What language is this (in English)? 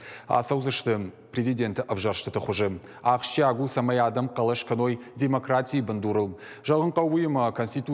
Ossetic